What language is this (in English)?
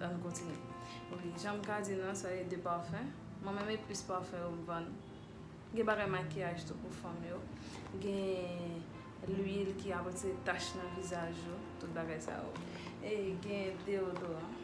Haitian Creole